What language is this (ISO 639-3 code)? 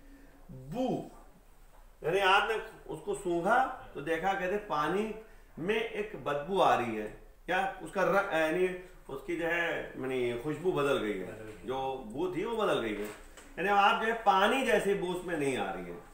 hin